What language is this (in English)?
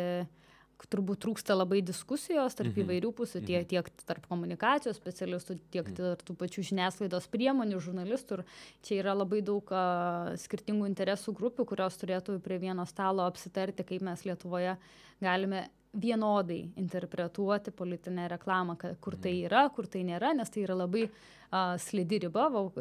Lithuanian